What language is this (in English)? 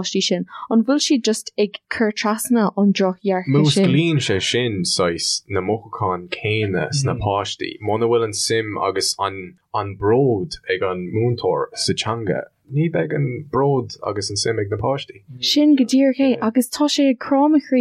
Irish